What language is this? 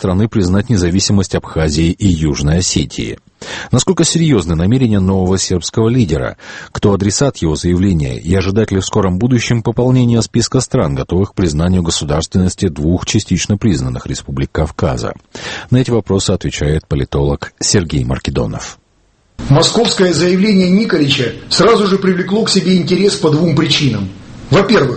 Russian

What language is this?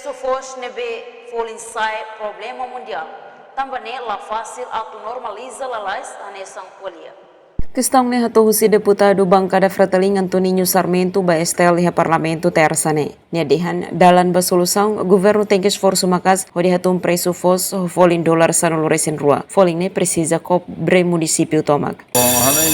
Tetum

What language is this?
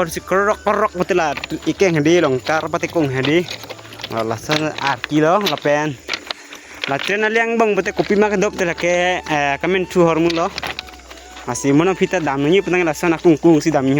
Karbi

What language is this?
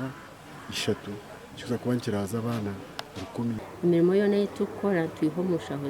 Nyankole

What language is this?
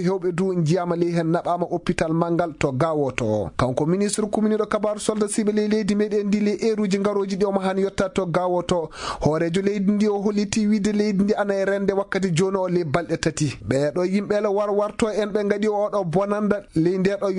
Maasina Fulfulde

